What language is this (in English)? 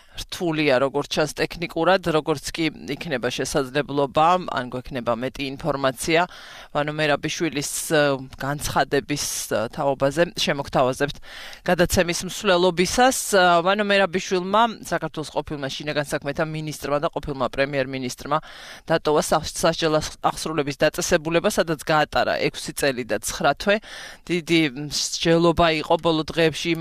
Georgian